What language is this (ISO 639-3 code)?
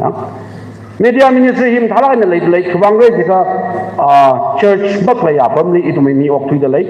nmf